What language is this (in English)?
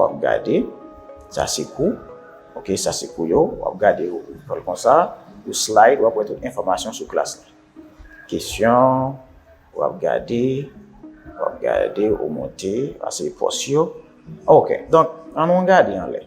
Haitian Creole